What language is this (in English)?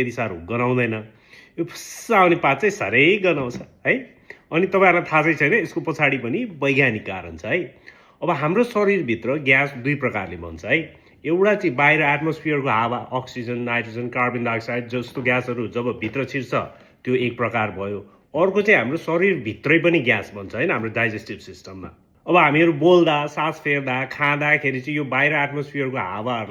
Nepali